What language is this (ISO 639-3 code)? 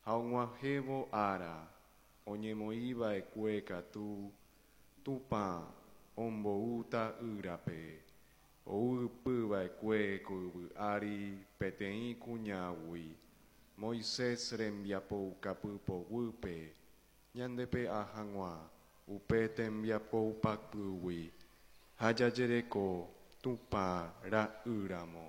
grn